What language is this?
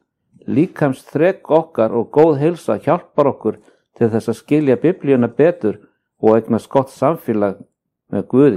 Icelandic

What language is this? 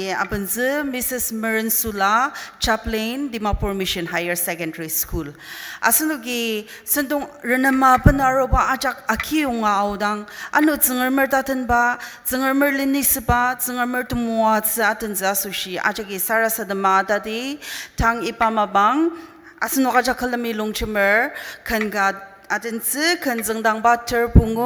Ao Naga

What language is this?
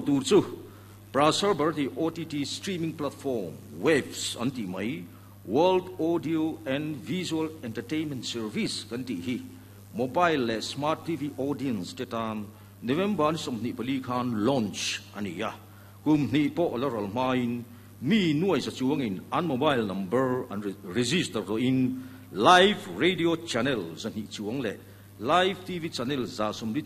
Mizo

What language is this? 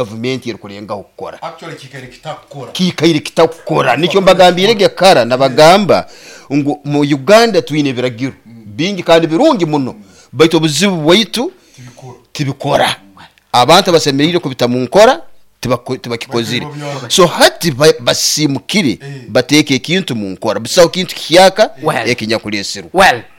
Nyoro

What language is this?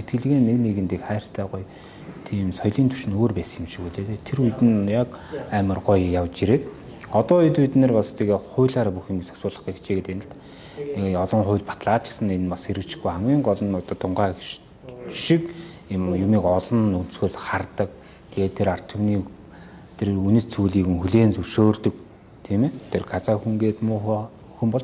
Mongolian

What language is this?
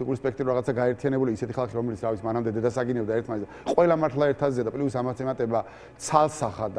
Georgian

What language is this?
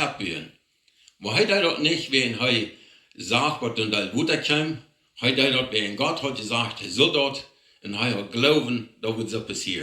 Plautdietsch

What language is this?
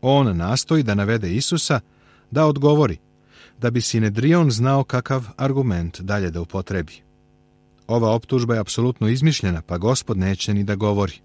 Serbian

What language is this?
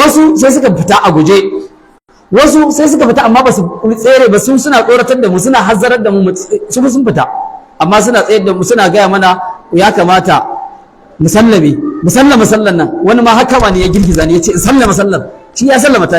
Hausa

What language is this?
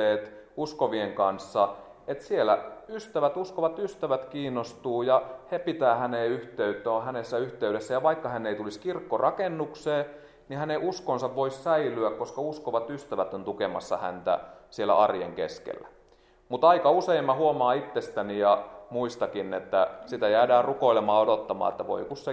Finnish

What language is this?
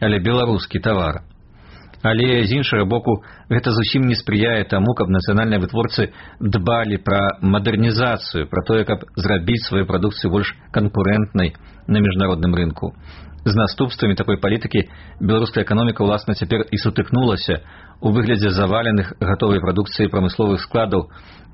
Belarusian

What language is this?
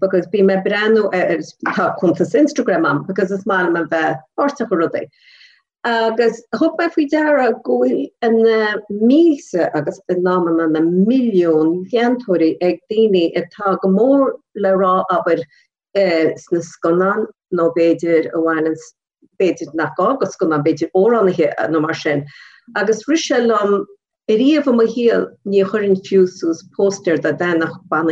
Irish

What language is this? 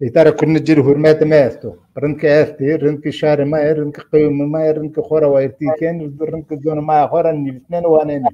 Zaza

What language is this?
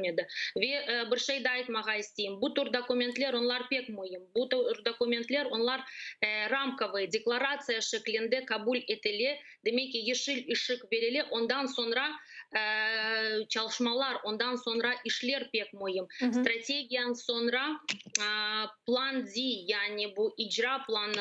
Crimean Tatar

